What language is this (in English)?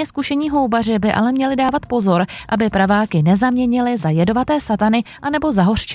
Czech